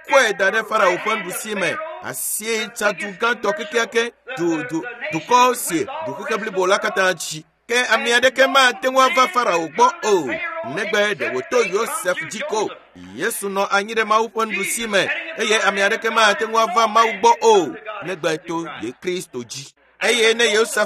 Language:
Ewe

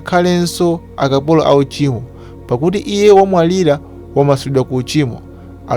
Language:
Nyanja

